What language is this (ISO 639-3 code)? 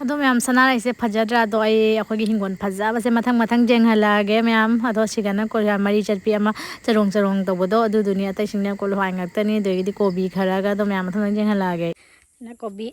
mni